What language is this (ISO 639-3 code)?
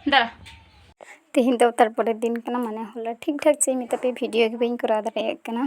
sat